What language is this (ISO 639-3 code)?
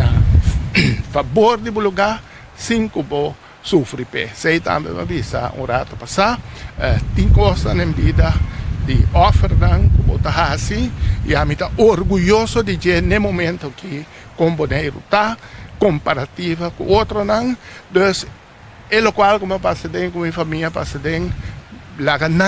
pap